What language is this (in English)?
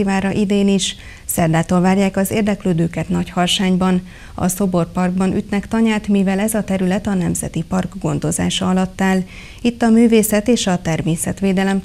Hungarian